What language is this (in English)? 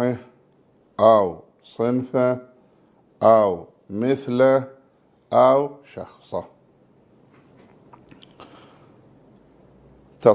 Arabic